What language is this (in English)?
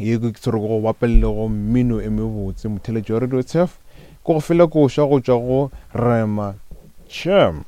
Northern Sotho